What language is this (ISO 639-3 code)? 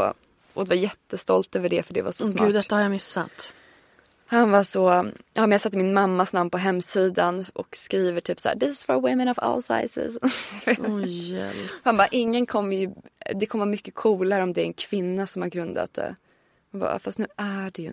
swe